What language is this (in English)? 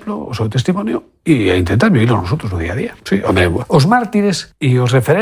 Galician